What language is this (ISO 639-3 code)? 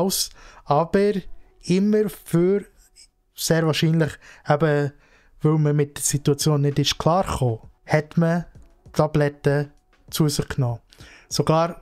gsw